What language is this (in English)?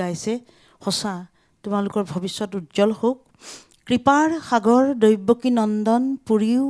Assamese